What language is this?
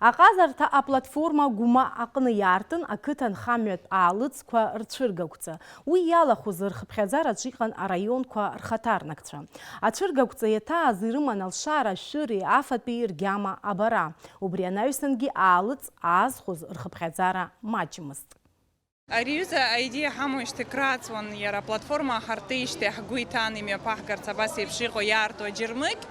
Abkhazian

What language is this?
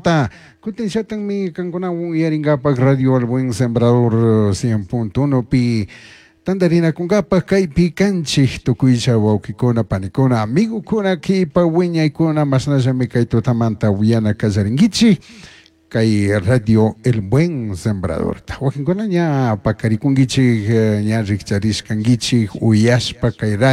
Chimborazo Highland Quichua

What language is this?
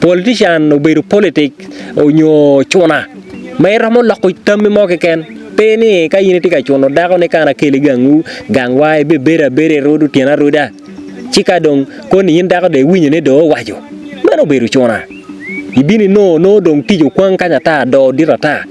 Acoli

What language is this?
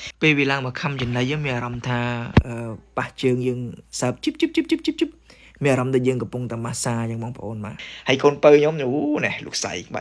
Khmer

